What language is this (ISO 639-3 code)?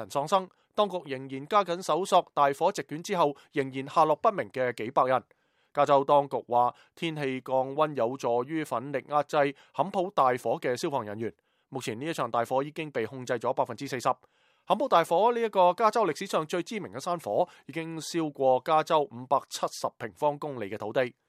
yue